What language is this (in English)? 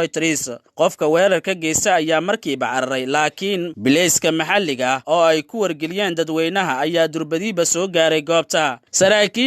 Somali